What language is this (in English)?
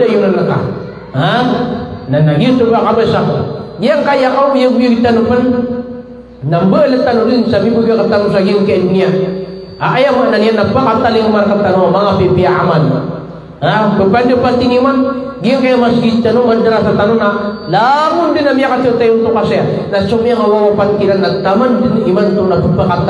Maranao